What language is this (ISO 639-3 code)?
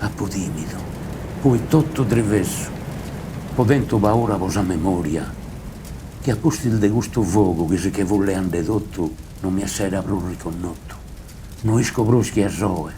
srd